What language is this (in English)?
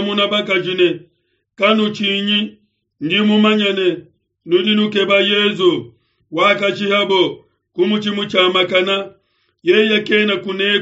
Luba-Lulua